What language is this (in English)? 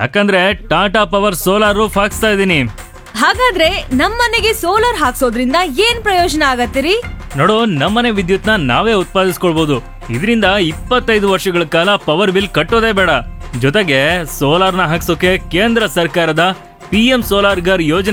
Kannada